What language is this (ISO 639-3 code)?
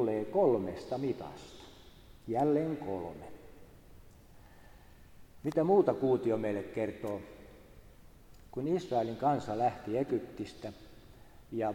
fin